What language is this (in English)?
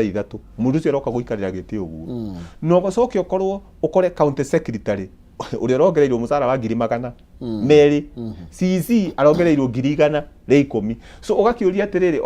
Kikuyu